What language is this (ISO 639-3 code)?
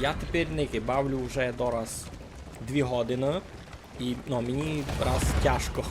rue